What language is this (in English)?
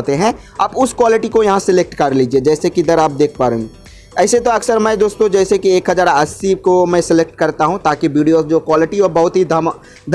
Hindi